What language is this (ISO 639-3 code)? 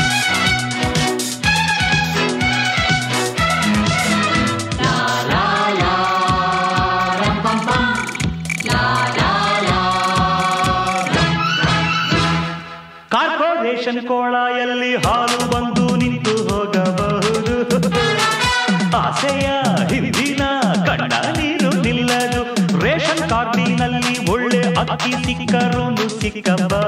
kan